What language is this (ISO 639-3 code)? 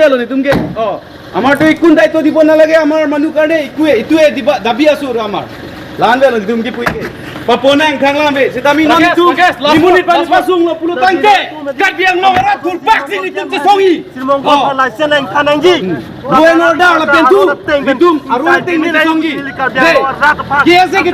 mjw